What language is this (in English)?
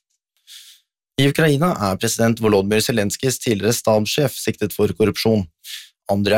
Norwegian